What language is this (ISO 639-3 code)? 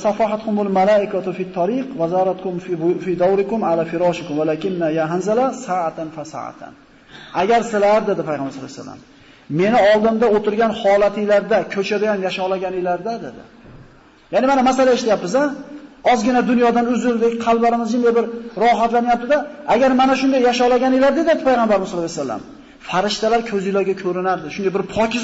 uzb